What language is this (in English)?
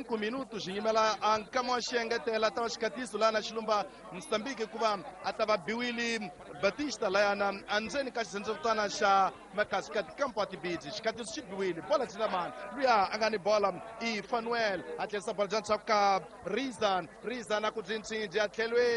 Tsonga